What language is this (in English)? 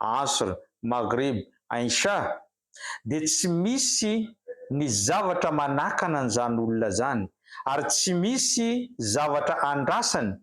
Malagasy